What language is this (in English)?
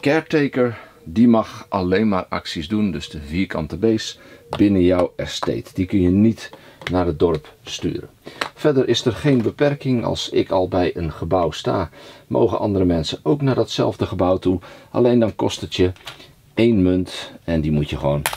Dutch